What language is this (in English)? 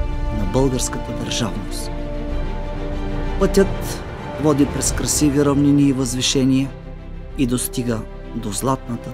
Bulgarian